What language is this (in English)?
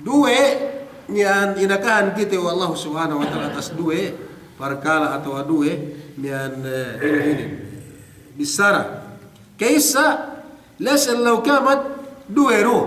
Yakan